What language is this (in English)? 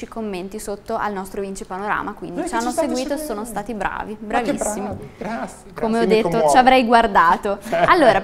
Italian